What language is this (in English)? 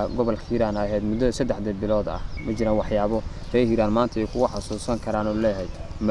Somali